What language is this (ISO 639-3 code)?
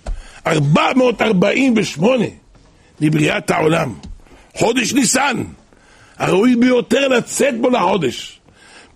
heb